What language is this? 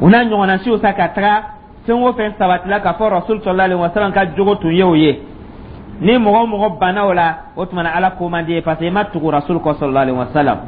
Dyula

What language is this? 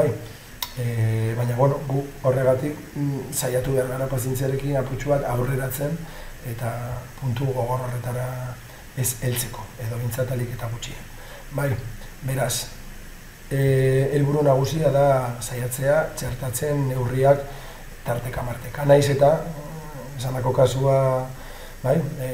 Basque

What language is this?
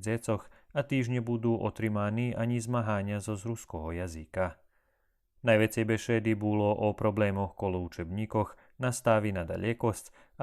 Rusyn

